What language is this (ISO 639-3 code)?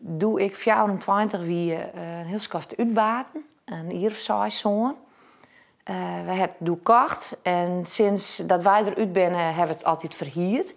fry